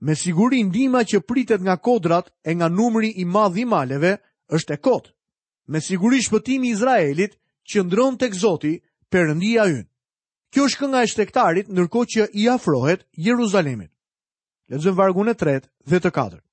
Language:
Albanian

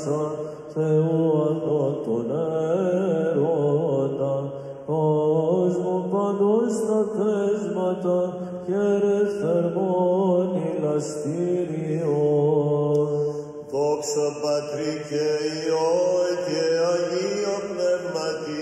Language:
Greek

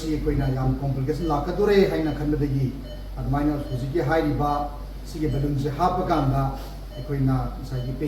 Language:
Manipuri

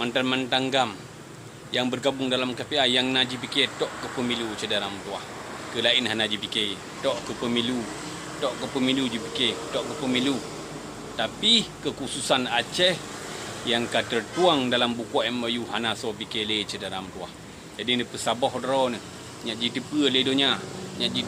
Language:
Achinese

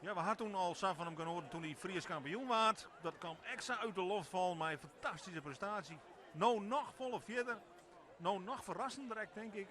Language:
Western Frisian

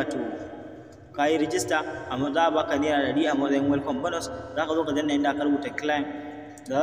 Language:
Hausa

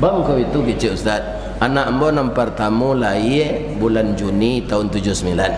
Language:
Minangkabau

